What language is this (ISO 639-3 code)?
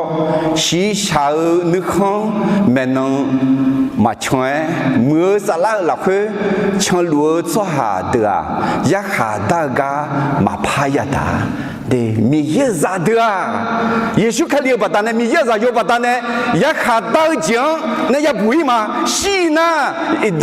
ahk